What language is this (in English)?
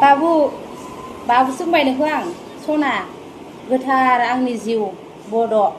Bodo